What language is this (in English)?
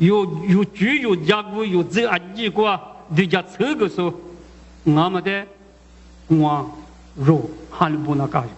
Lisu